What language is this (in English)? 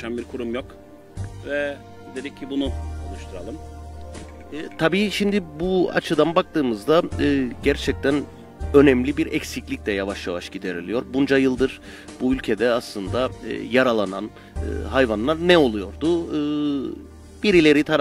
Turkish